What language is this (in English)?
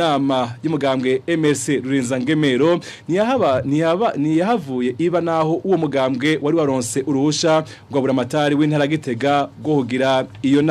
Rundi